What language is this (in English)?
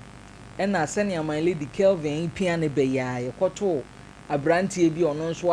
Akan